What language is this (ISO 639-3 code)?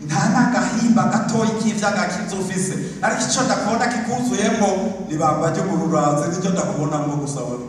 run